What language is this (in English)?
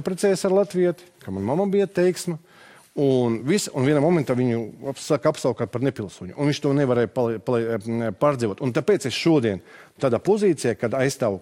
Latvian